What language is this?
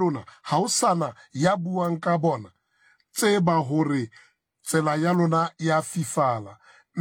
Southern Sotho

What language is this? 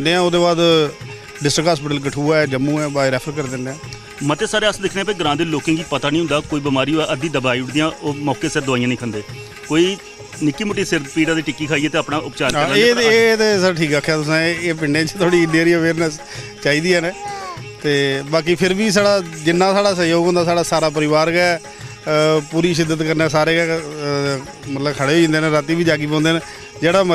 Dogri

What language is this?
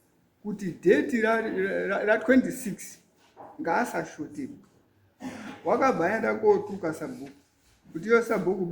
Shona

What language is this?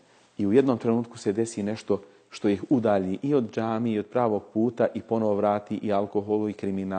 Bosnian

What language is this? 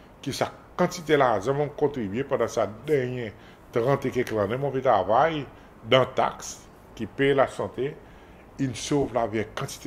Seselwa Creole French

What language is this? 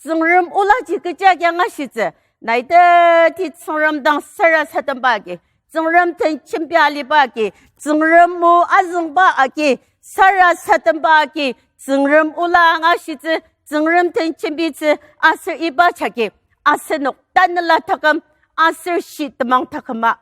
Ao Naga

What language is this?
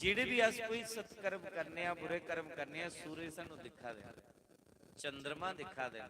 Dogri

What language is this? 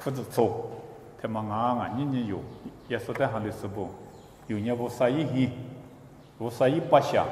Lisu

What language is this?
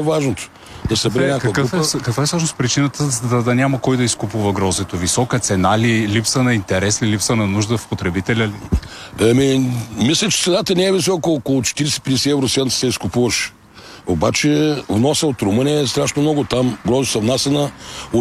Bulgarian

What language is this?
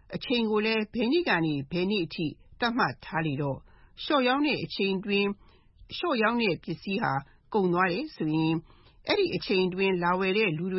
Burmese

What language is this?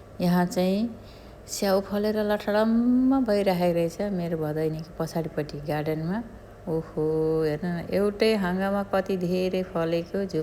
Nepali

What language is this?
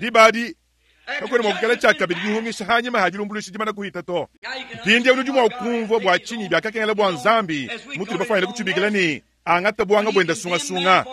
Luba-Lulua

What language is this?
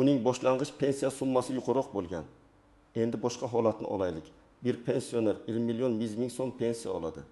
Uzbek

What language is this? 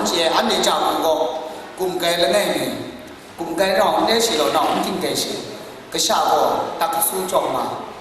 Kachin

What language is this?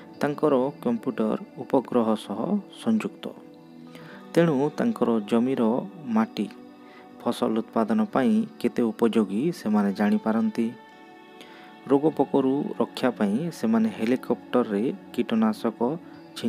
Odia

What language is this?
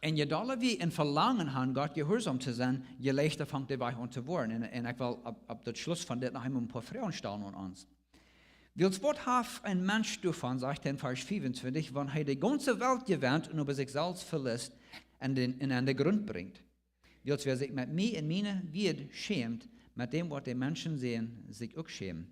Plautdietsch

